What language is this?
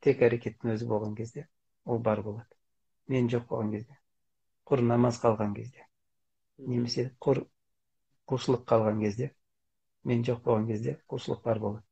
Kazakh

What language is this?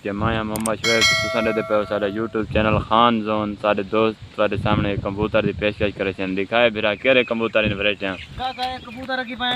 Saraiki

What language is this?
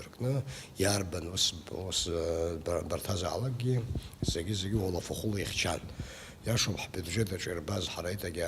Abkhazian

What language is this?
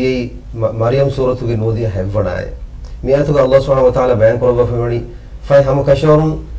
Divehi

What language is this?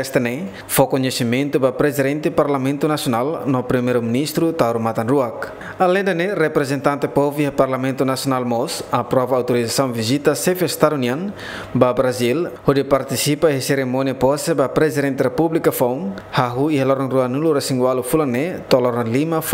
Tetum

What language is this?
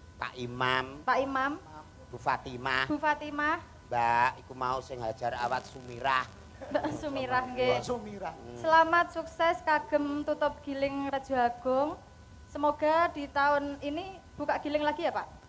Javanese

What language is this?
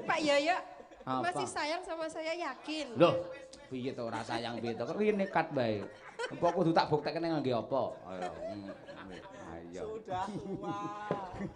Javanese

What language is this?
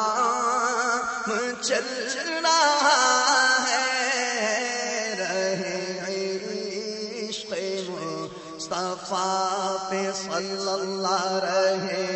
Urdu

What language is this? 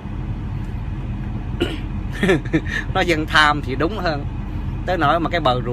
Vietnamese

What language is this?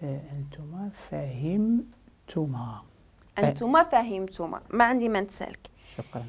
Moroccan Arabic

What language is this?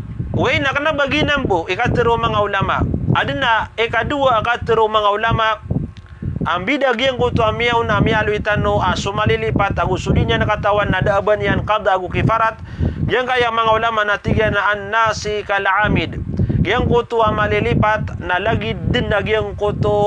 Maranao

